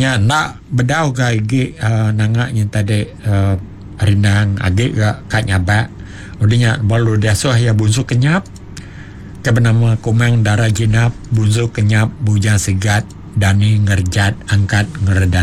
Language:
Iban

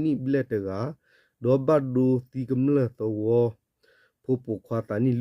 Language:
S'gaw Karen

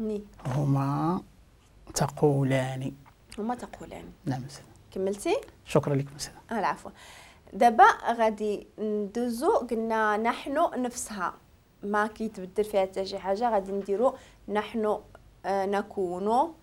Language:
Moroccan Arabic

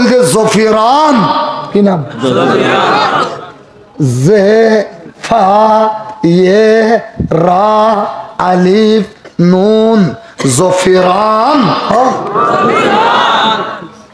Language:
Rohingya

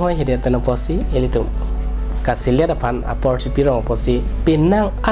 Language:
Karbi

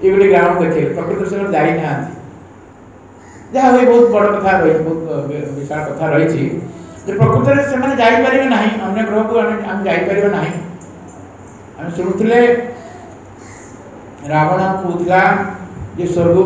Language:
Odia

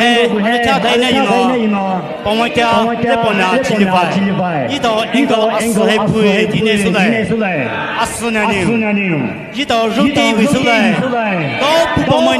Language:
Poumei Naga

